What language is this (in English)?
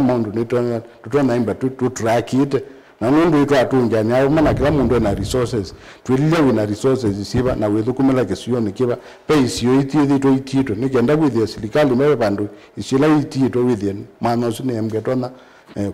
Kamba